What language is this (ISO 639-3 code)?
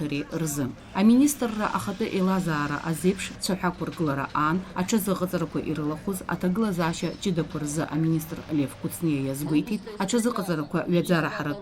abk